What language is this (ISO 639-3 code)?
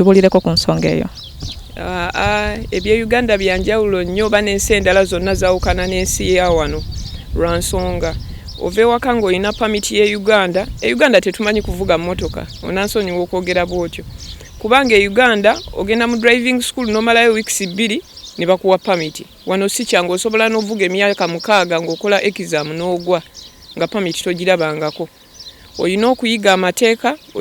lug